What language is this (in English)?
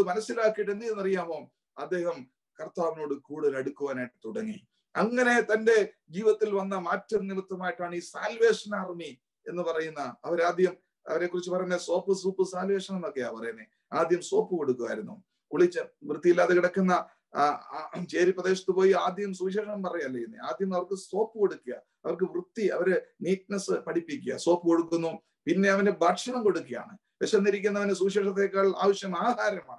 Malayalam